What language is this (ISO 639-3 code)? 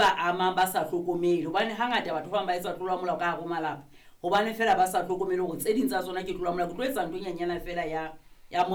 sot